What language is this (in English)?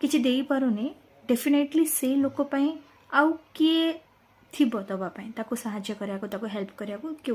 Odia